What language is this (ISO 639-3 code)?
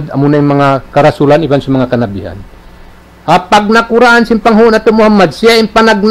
tsg